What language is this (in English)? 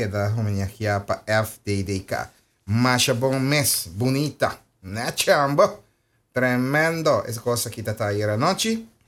Papiamento